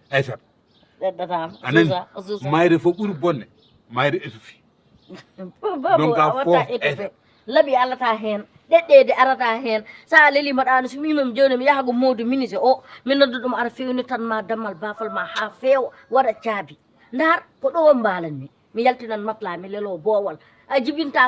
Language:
Fula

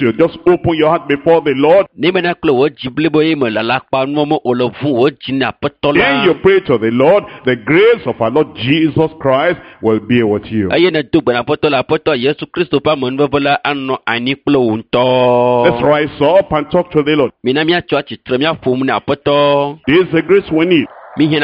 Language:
Ewe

